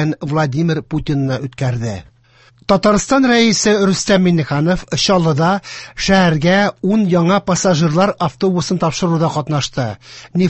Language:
Tatar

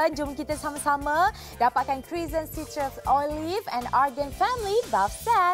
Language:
Malay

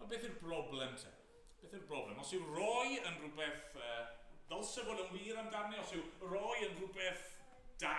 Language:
Welsh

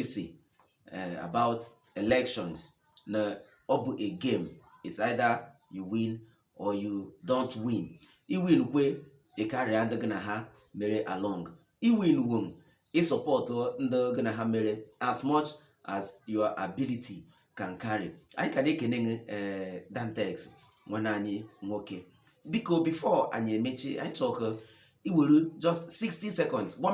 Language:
Igbo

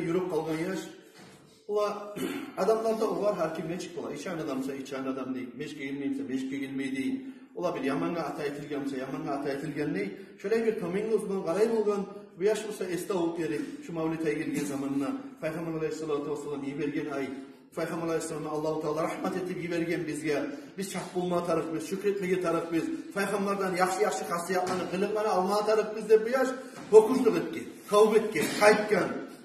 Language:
Kumyk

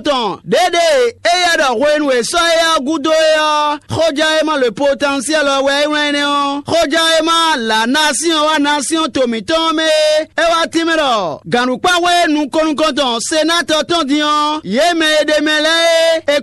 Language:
Fon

